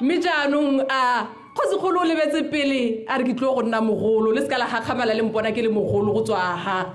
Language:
Tswana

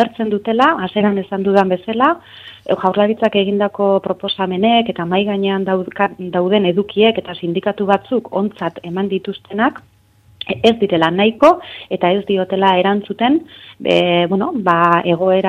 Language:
Basque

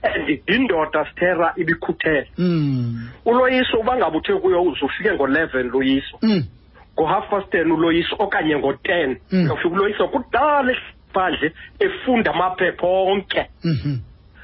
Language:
Xhosa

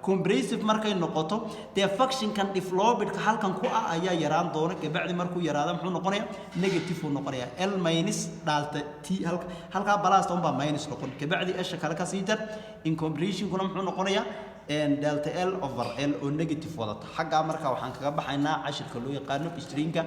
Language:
Somali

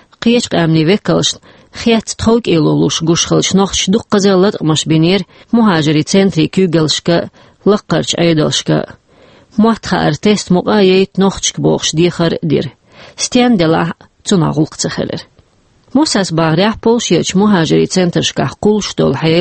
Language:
Chechen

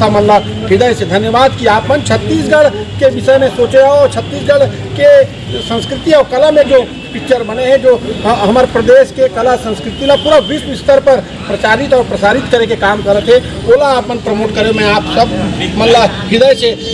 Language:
Chhattisgarhi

